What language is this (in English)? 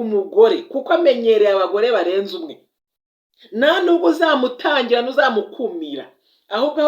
Kinyarwanda